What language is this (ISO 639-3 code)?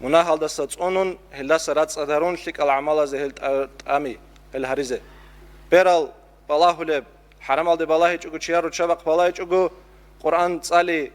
ava